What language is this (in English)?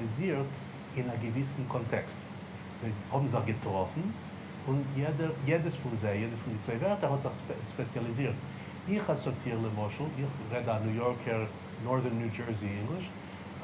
Yiddish